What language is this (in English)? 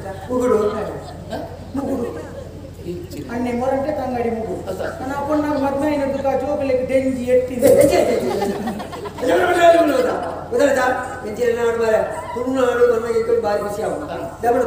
Tulu